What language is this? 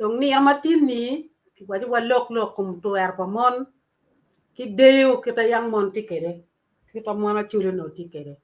Acoli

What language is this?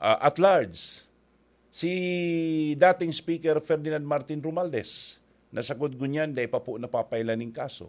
Bikol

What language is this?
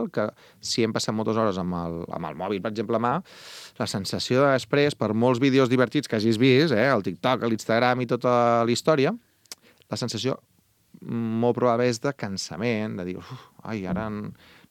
Catalan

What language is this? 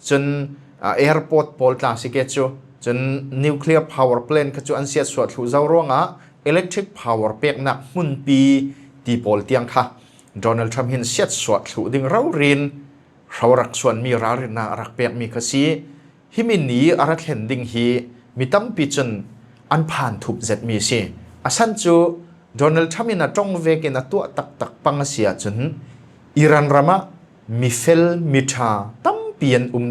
Falam Chin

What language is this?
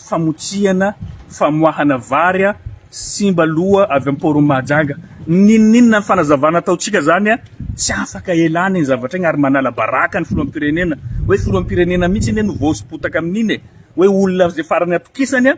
Malagasy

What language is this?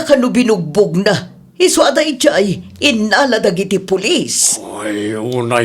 Iloko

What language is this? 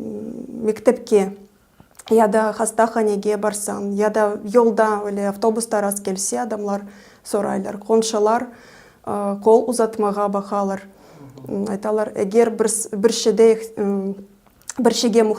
Crimean Tatar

